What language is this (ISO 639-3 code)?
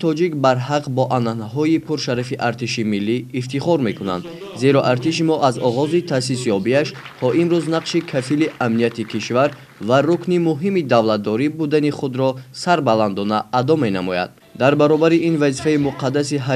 tgk